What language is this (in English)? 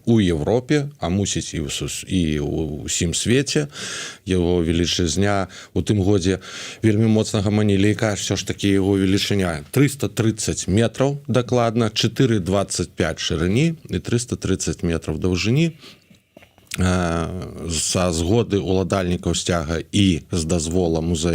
Belarusian